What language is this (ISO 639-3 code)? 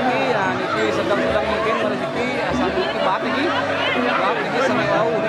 ban